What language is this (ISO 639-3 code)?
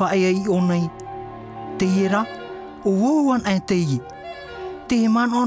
tah